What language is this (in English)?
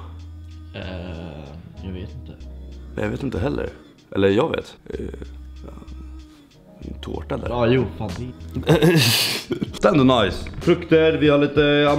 Swedish